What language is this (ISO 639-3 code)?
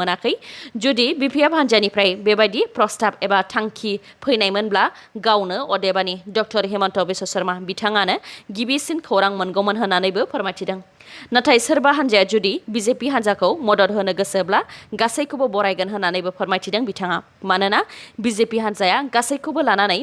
brx